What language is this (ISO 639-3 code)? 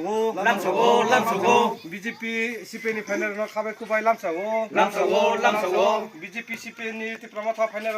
trp